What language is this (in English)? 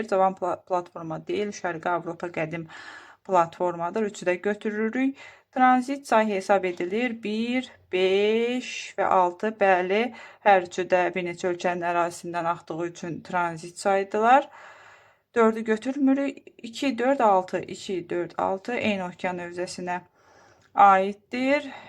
Azerbaijani